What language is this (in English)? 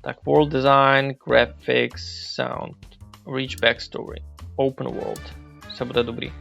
Rusyn